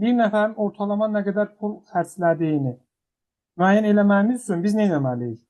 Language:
Azerbaijani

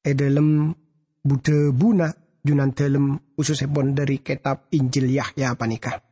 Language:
Madurese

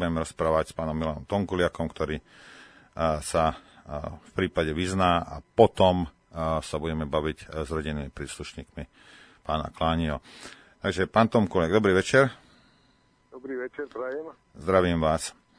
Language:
Slovak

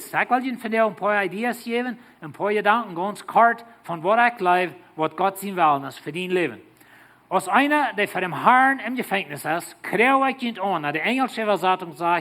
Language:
Plautdietsch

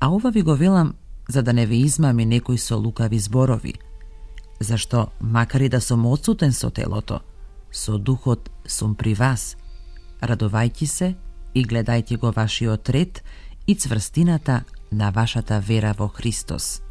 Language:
Macedonian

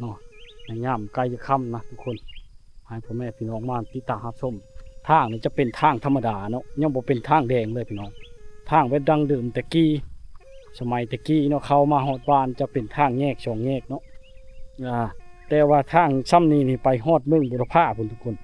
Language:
Lao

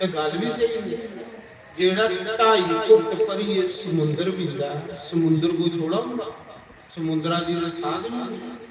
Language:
Dogri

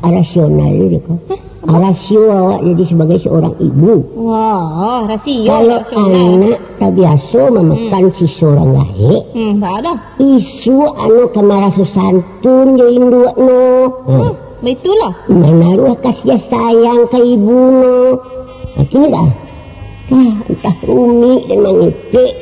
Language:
Minangkabau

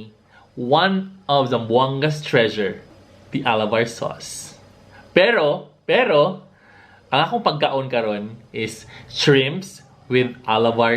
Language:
Cebuano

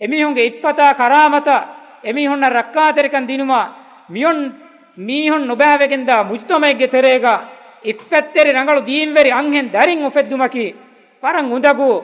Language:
Divehi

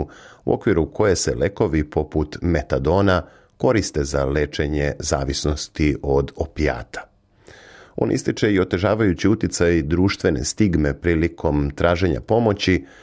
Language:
Serbian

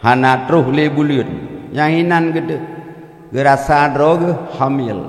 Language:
Achinese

